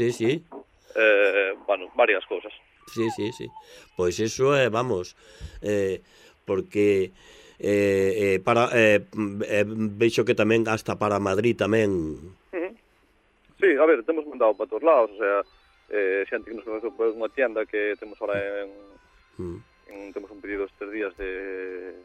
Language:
Galician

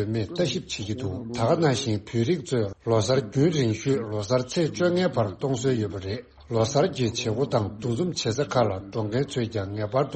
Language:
Tibetan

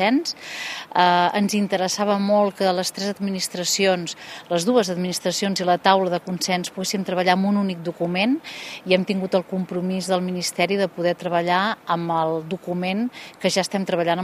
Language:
Catalan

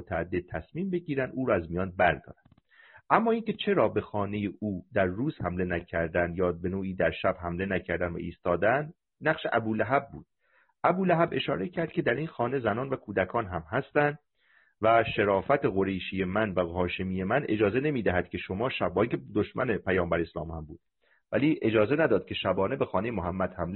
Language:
Persian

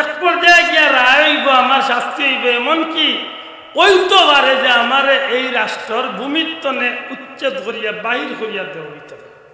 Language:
Sylheti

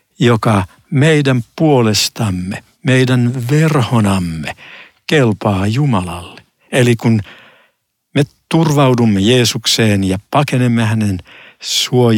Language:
Finnish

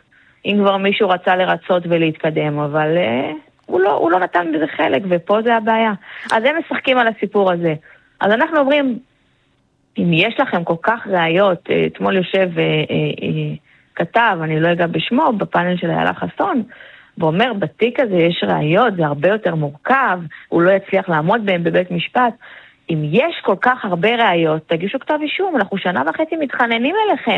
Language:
Hebrew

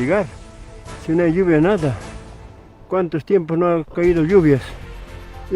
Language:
Ayacucho Quechua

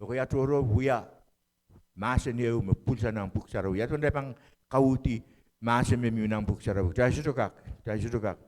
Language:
Pohnpeian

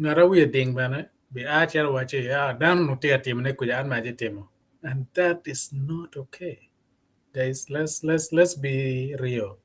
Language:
Acoli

